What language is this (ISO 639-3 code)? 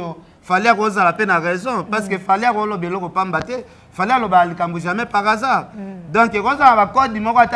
lin